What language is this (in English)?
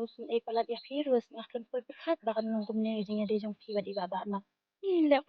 Khasi